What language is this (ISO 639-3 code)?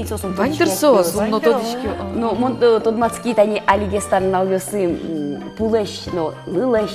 udm